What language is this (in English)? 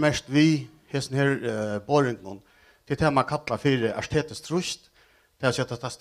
Faroese